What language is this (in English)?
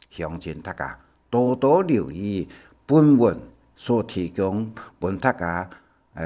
Hakka Chinese